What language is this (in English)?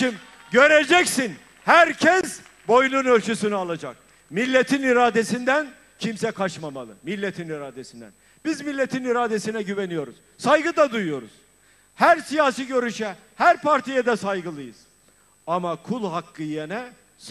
Turkish